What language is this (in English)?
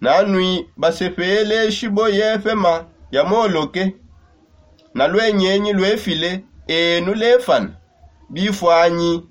Songe